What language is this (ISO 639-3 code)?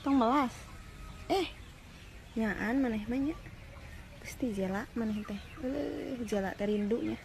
sun